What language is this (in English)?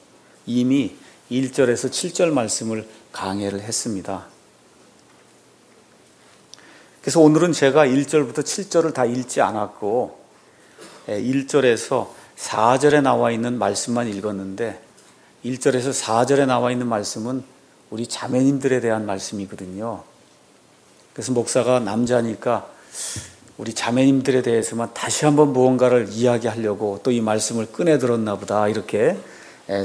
Korean